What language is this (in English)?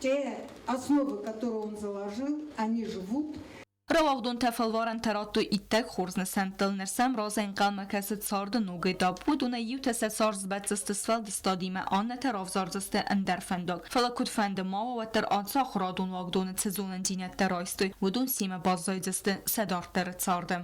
Ossetic